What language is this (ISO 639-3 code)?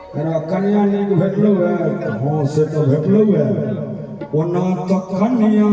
mai